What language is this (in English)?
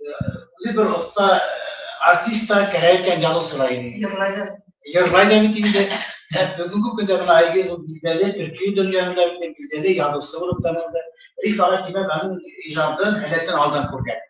Bashkir